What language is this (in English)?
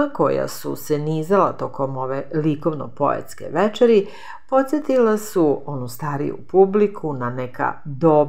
Serbian